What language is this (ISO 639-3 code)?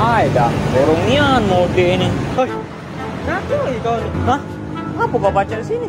mui